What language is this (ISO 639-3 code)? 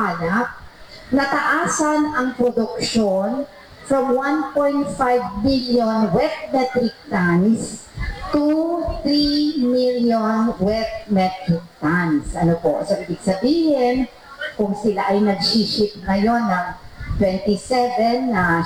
fil